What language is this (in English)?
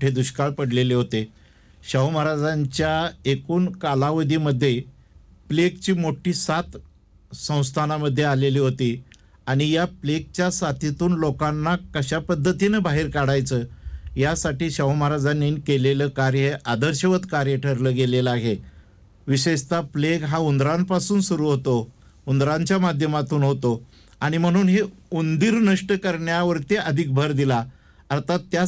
Marathi